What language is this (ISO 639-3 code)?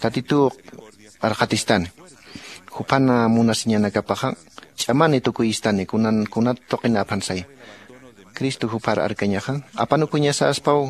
aym